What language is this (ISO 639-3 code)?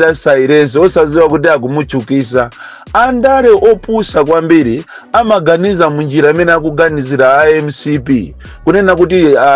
nya